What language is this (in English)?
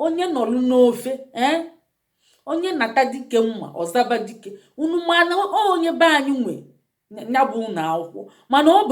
Igbo